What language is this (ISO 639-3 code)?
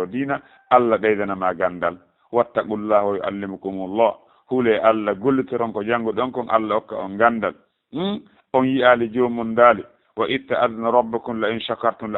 ful